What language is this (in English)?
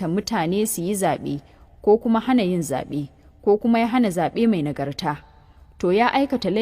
Hausa